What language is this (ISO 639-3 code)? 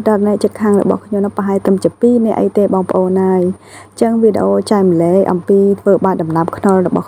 khm